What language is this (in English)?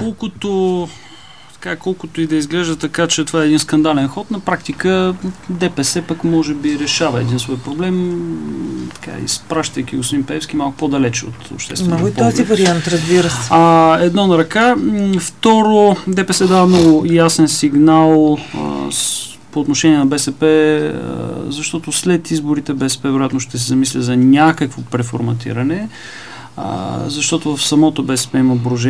Bulgarian